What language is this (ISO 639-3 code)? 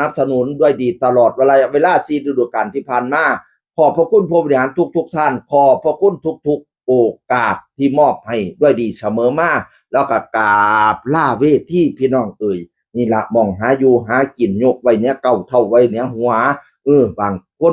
tts